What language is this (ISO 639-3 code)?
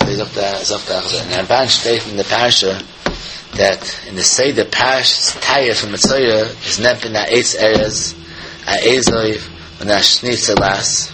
yid